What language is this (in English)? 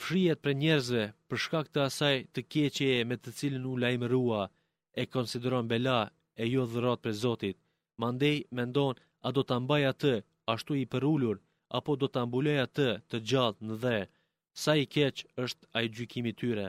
Albanian